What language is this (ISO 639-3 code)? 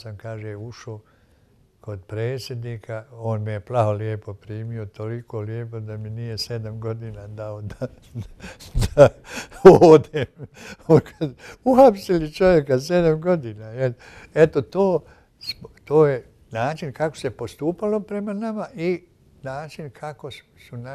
bos